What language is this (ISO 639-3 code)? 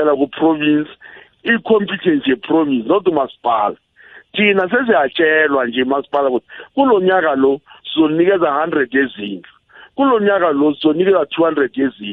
nbl